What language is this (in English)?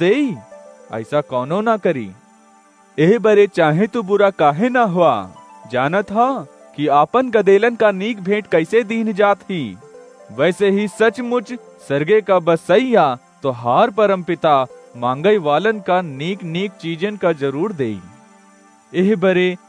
Awadhi